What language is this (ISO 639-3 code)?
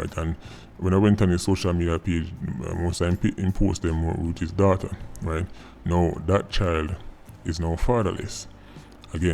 jam